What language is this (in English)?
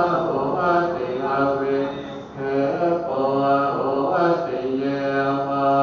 Pali